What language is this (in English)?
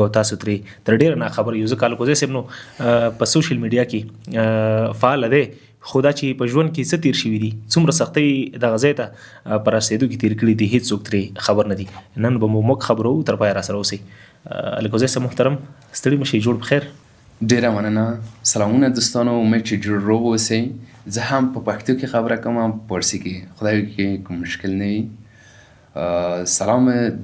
Pashto